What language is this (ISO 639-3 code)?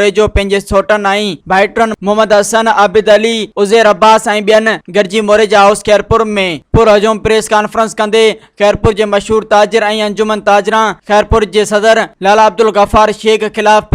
snd